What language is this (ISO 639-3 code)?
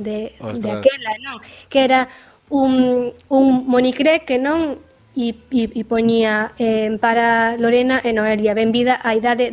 glg